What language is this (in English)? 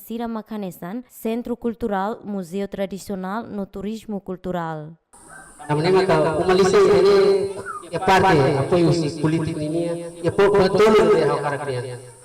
Tetum